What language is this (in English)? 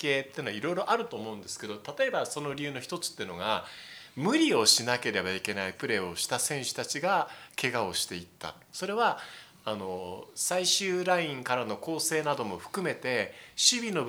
Japanese